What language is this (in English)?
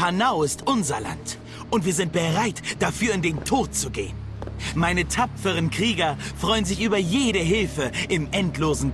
Bavarian